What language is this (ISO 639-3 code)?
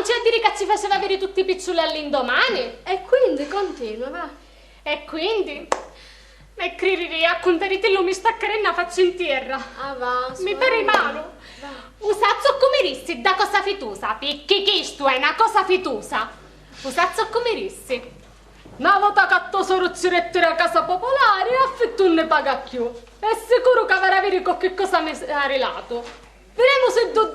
scn